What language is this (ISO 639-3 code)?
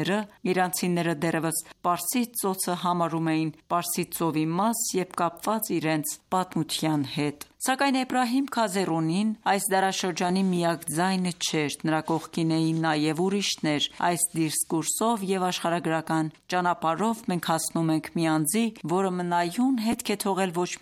hye